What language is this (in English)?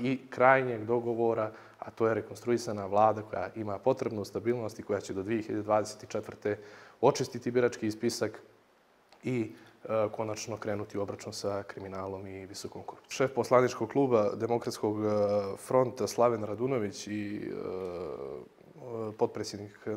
Bosnian